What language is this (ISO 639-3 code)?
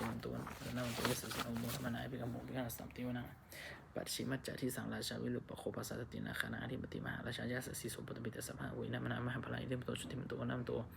pli